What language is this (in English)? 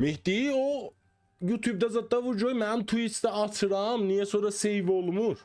South Azerbaijani